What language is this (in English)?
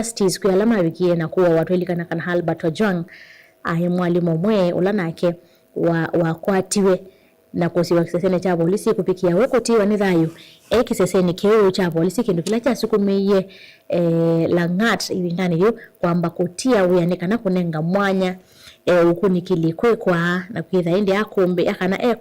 Kamba